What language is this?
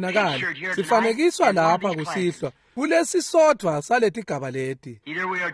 Swati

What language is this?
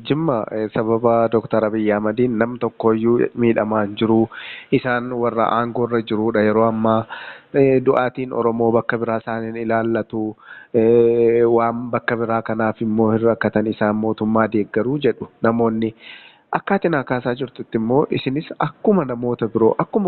Oromo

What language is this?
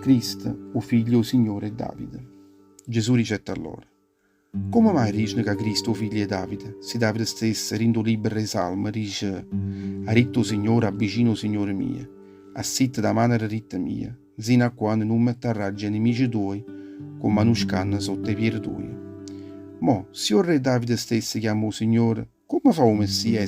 Neapolitan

